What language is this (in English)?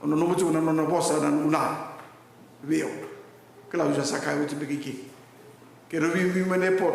Fijian